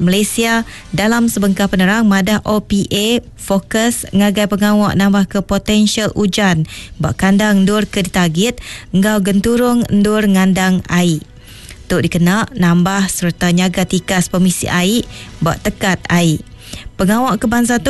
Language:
Iban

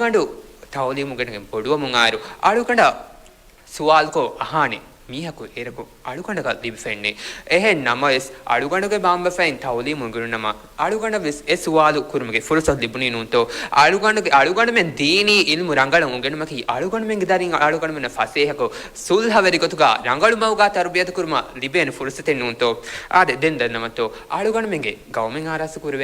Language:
Divehi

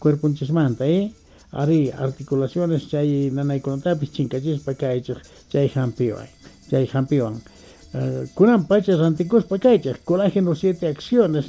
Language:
South Bolivian Quechua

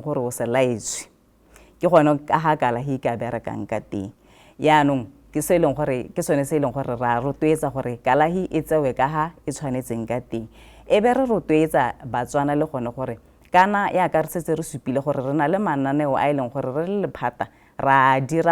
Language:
Tswana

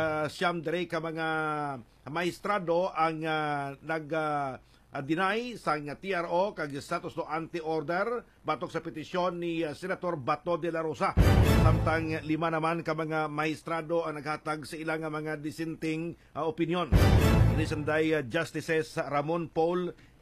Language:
Hiligaynon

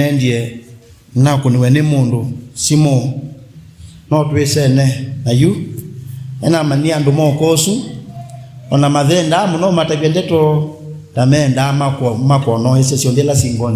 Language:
Kamba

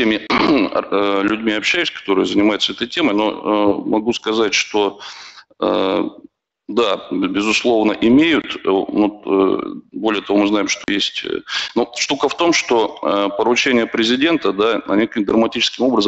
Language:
Russian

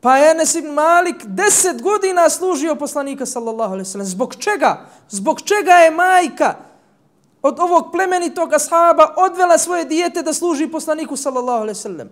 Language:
Bosnian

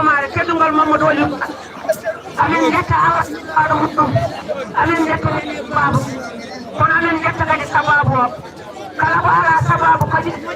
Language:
Fula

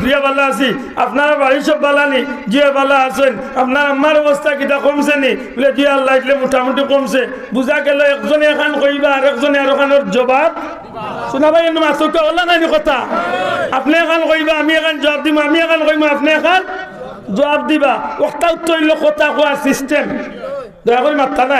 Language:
Sylheti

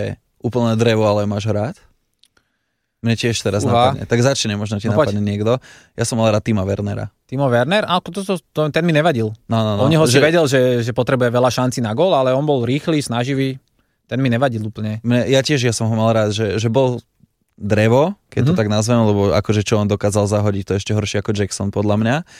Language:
Slovak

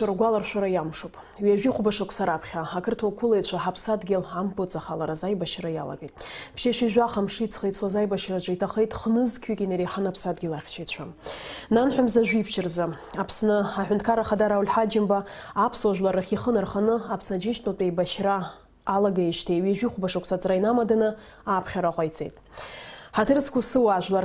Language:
Abkhazian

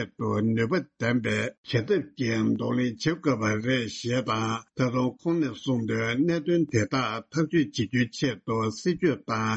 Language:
Tibetan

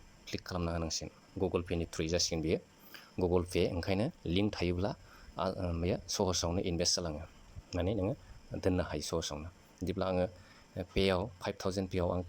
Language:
Bodo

